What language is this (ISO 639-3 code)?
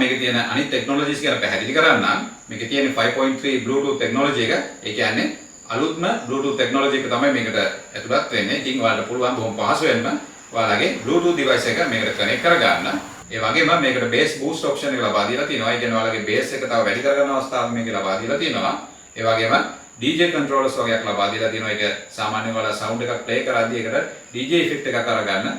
sin